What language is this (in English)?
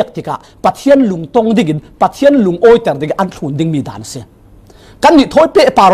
Falam Chin